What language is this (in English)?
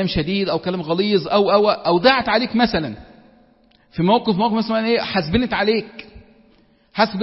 Egyptian Arabic